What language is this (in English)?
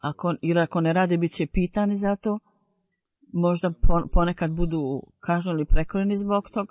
Bosnian